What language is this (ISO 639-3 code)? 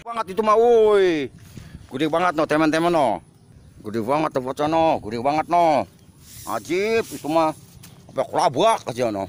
bew